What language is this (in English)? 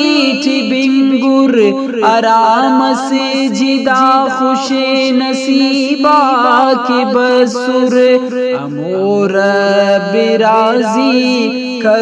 Brahui